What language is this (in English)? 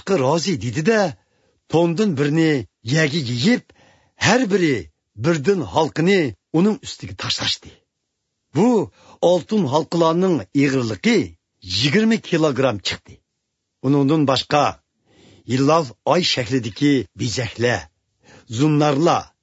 Uyghur